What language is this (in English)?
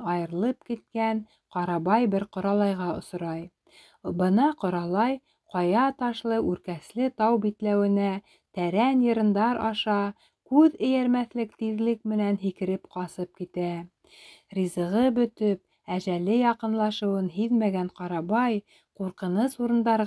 Bashkir